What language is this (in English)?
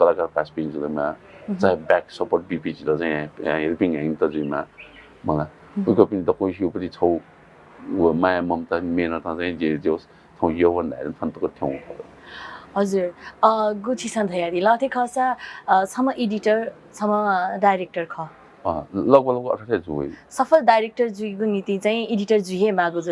Newari